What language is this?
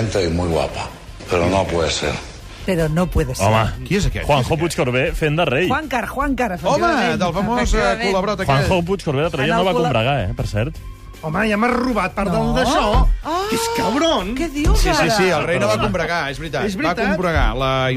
Catalan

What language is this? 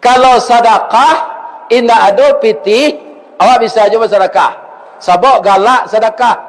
Minangkabau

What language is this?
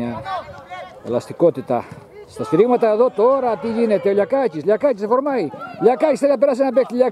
Greek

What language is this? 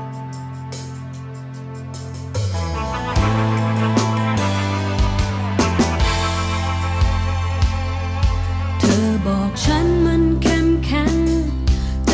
Thai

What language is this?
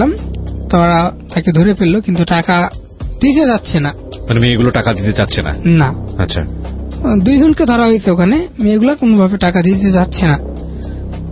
Bangla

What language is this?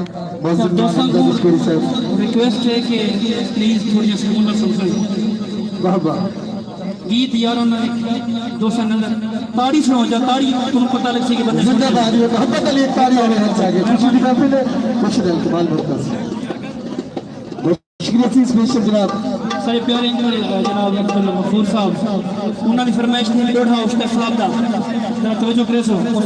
Saraiki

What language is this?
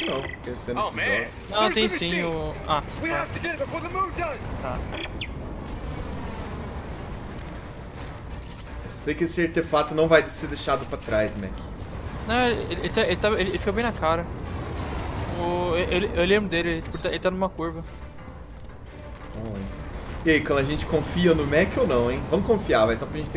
Portuguese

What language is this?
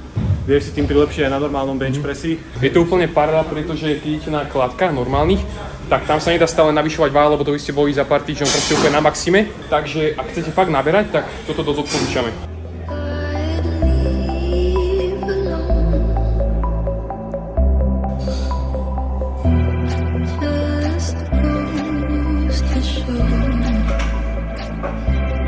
Slovak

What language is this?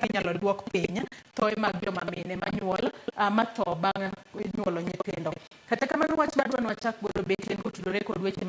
Luo (Kenya and Tanzania)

